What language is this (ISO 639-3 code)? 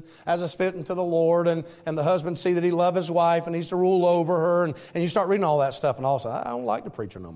eng